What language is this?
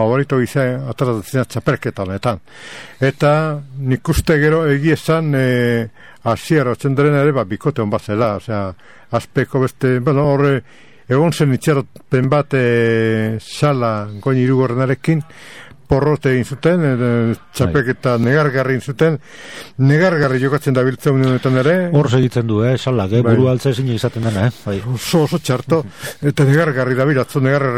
Basque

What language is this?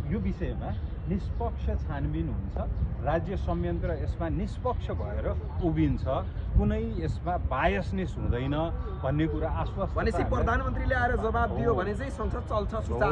Nepali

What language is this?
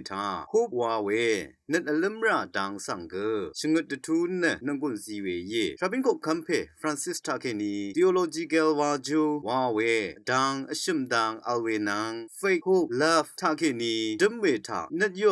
Rawang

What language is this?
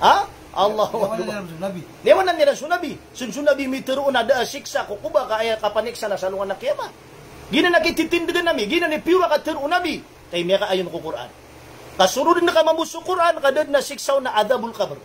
Maranao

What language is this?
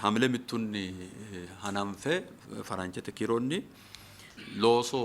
Sidamo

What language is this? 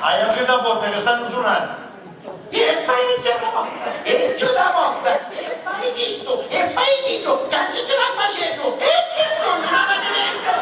Sicilian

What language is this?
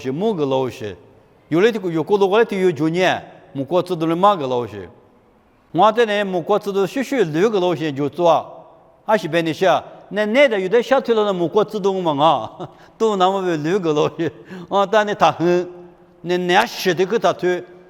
Lisu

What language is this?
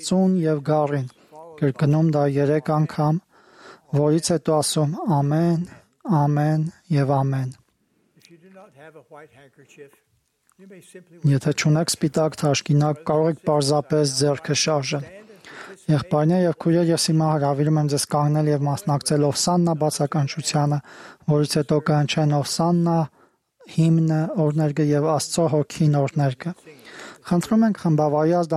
Armenian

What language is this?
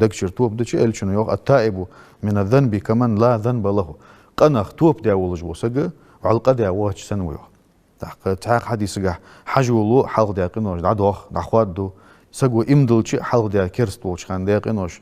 Ingush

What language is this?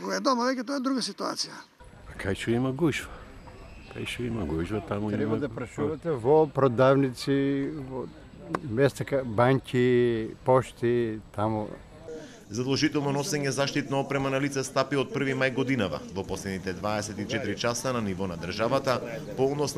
Macedonian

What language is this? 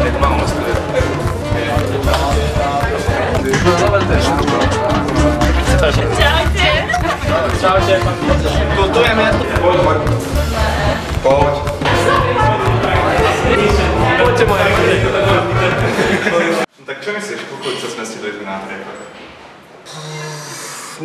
Slovak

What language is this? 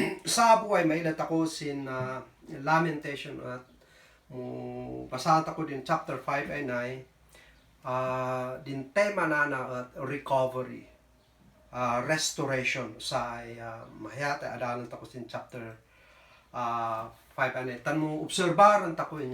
Kankanaey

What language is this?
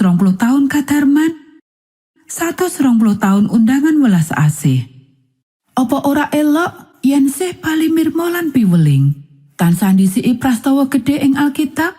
Javanese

